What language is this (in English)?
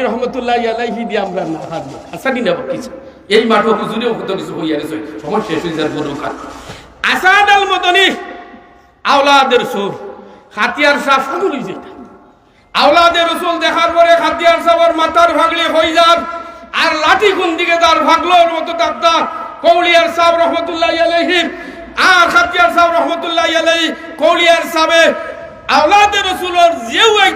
Sylheti